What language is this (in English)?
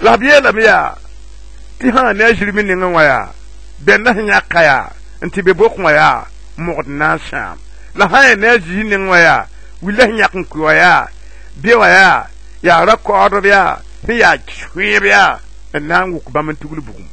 Mossi